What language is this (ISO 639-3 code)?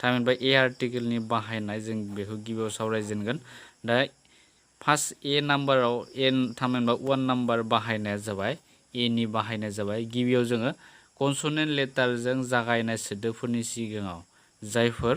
brx